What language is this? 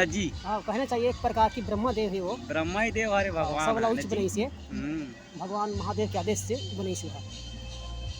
Chhattisgarhi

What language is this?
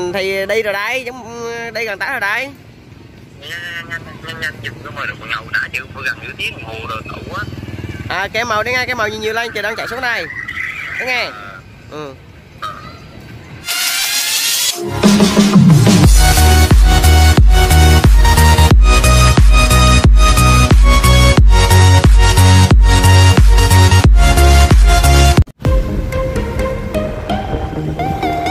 Vietnamese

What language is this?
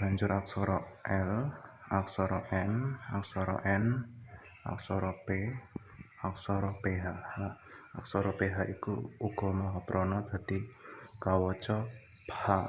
Javanese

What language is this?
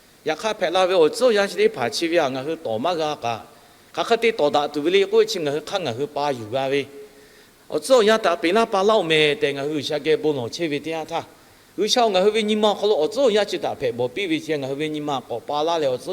Lahu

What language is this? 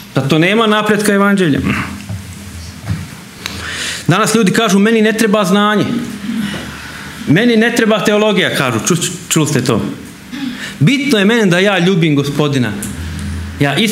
Croatian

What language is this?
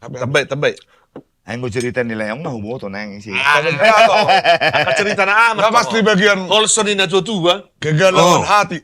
Batak Toba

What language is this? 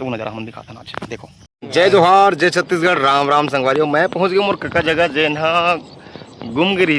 Chhattisgarhi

